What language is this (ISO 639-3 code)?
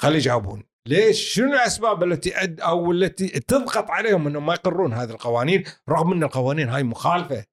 afb